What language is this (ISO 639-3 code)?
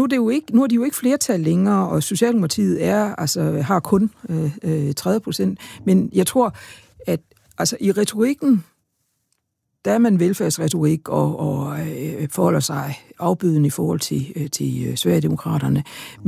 dan